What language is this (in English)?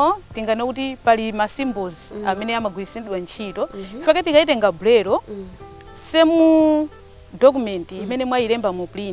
Nyanja